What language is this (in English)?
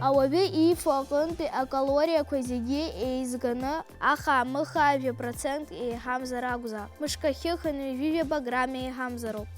Abkhazian